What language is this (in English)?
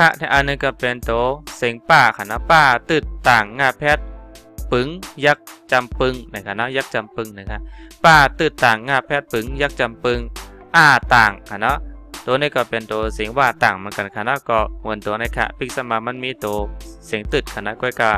Shan